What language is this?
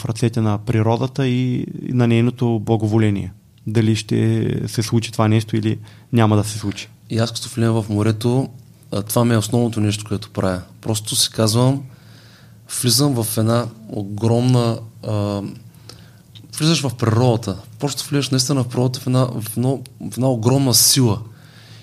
Bulgarian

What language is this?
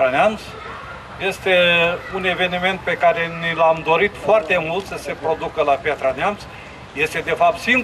Romanian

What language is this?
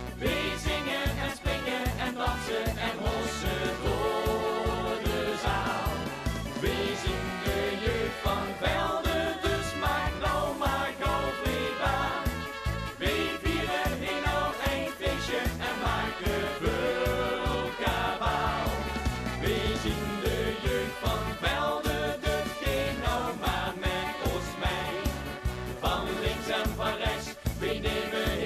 Limburgish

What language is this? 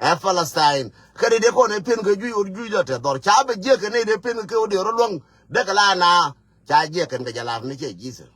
Nuer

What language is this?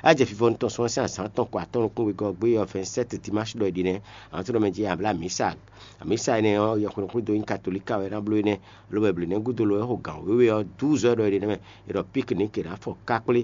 Fon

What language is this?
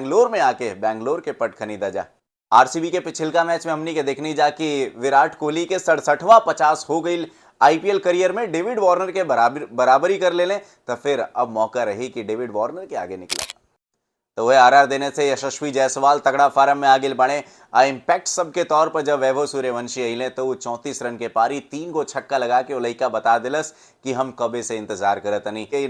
Bhojpuri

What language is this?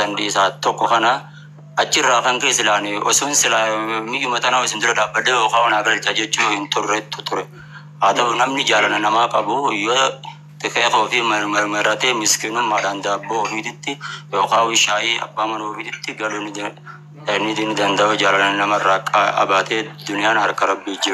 Oromo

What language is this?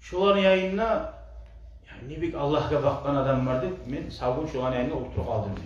Kumyk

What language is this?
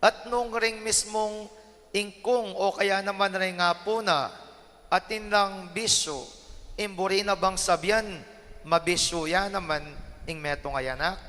Pampanga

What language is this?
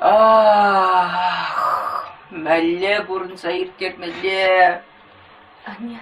Chuvash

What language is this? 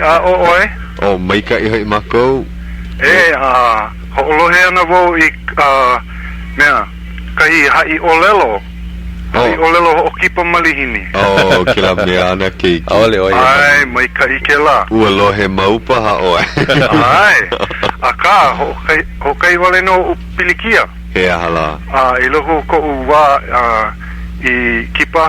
Hawaiian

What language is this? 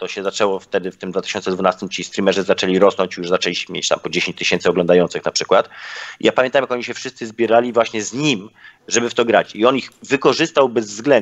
Polish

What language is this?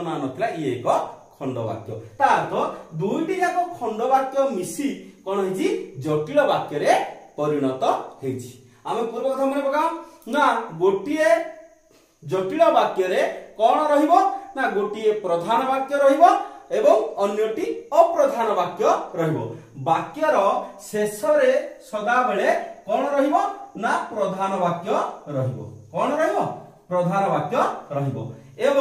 Odia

